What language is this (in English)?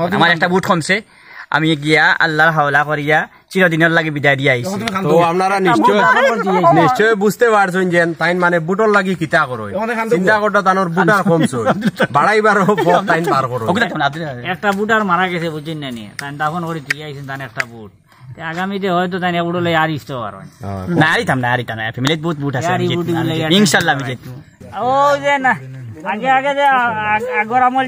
Sylheti